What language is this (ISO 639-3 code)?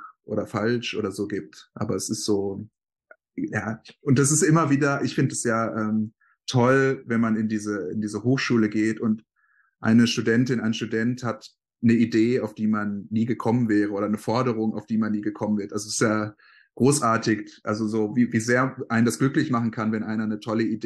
deu